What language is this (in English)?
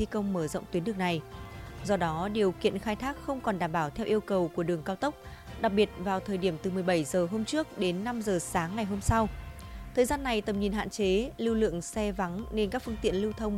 Vietnamese